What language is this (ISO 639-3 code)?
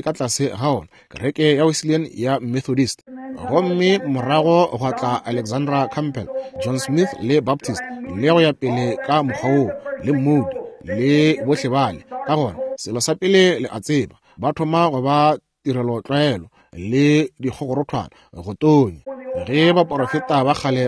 nso